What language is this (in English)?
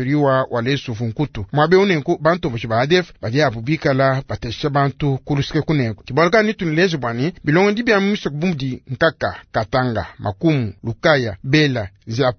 Luba-Lulua